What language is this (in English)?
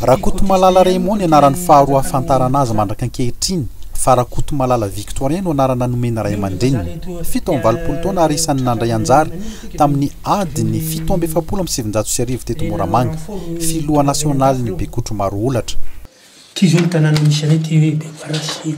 Malagasy